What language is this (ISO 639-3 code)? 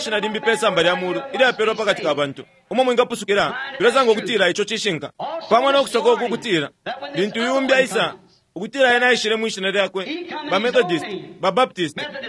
bem